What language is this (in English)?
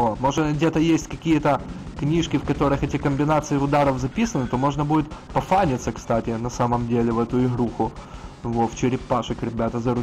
Russian